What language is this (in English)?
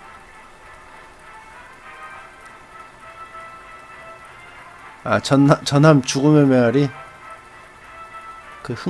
Korean